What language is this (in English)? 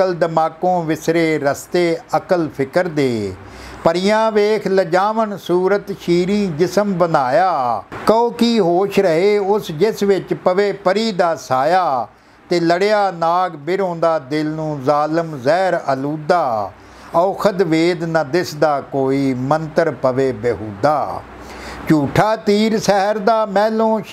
Punjabi